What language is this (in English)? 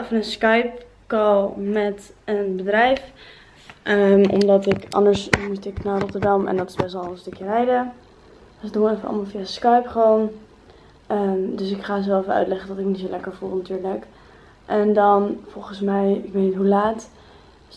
Dutch